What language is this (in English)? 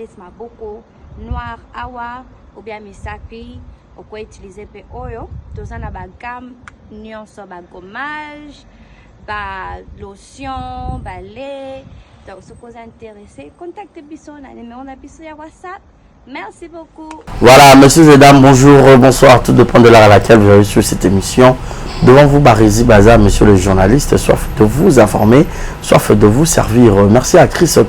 Lingala